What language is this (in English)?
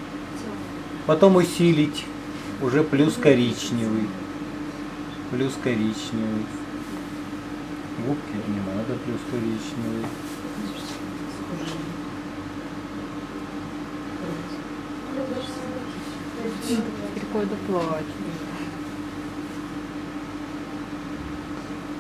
Russian